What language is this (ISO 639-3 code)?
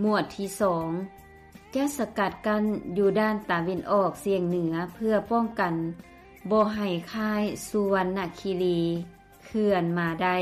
lao